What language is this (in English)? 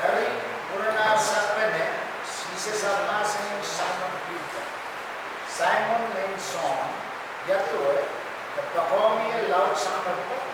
Pohnpeian